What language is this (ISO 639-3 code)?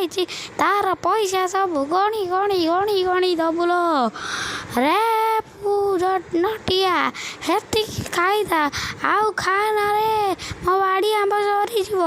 ori